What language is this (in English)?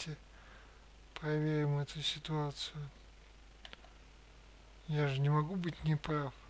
Russian